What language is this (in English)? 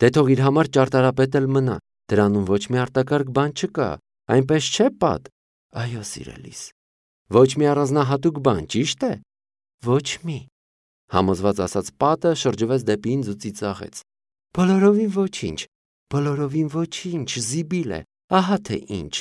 Armenian